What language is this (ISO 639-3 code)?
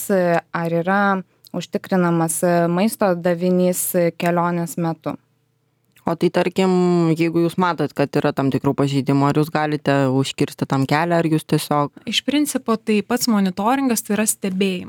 lit